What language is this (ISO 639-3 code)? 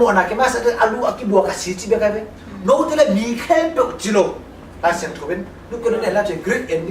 ctd